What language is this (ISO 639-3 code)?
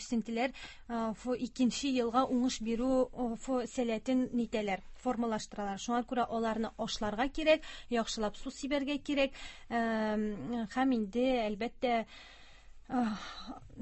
tat